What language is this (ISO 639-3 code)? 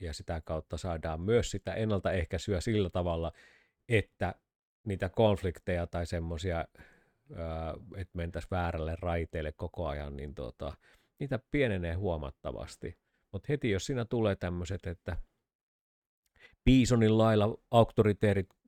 fin